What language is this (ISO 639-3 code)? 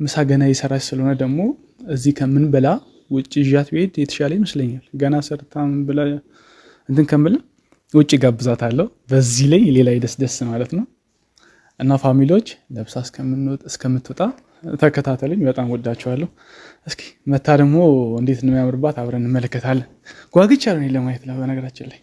amh